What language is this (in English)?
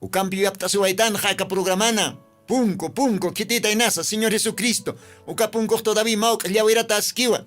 Aymara